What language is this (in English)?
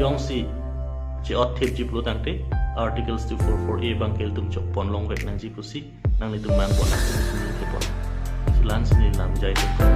Karbi